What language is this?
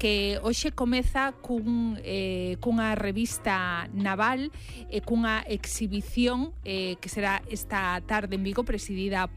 Galician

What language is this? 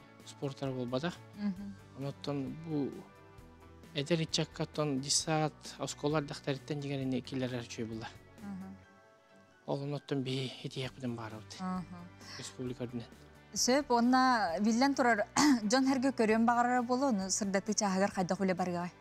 Yakut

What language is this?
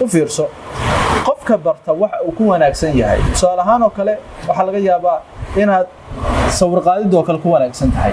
Somali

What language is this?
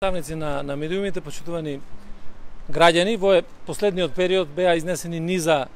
Macedonian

